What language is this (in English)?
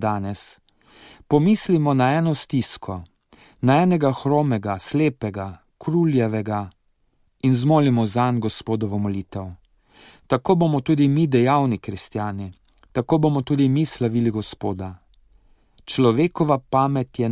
Slovenian